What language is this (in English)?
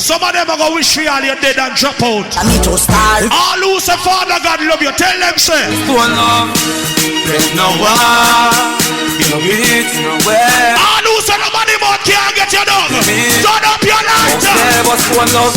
Jamaican Creole English